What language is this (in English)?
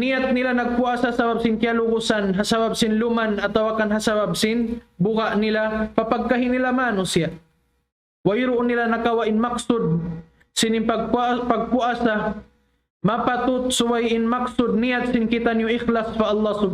Tausug